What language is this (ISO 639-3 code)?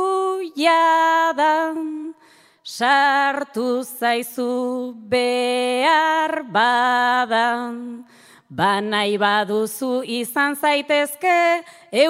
eus